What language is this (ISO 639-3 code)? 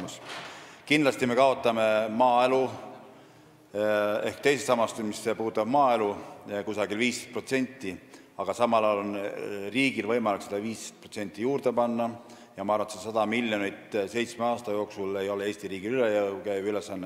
est